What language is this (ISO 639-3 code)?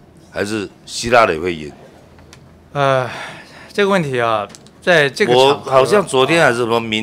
zho